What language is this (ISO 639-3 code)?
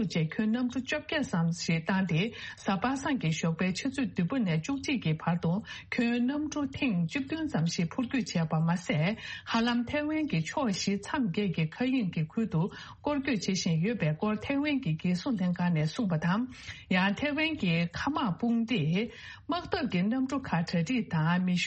bod